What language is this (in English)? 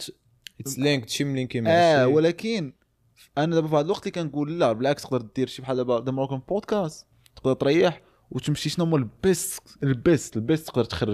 Moroccan Arabic